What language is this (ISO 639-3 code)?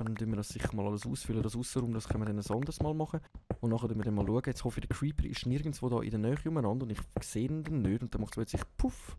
gsw